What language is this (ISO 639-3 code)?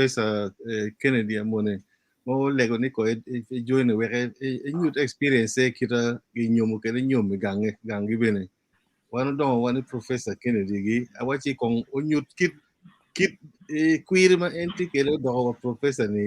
ach